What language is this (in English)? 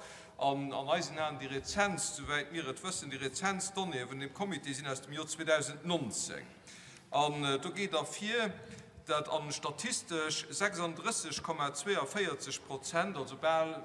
Luxembourgish